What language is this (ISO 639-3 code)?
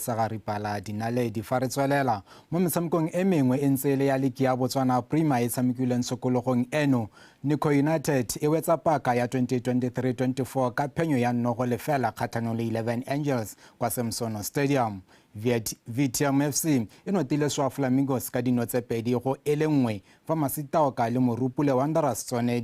tsn